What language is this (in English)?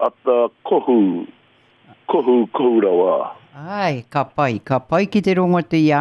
Māori